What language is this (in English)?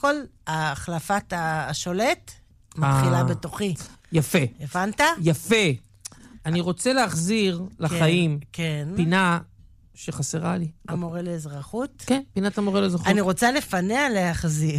Hebrew